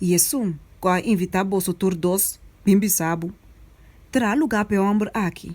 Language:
Papiamento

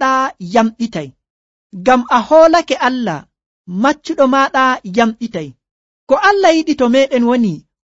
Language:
Nigerian Fulfulde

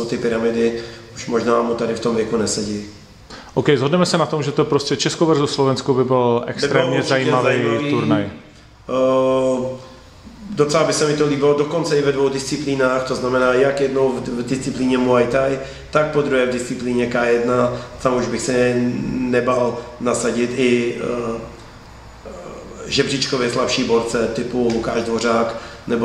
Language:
Czech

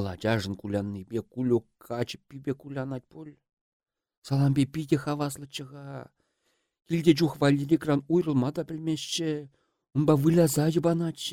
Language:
Chuvash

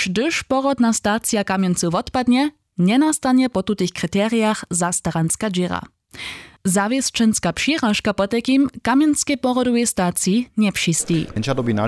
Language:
Upper Sorbian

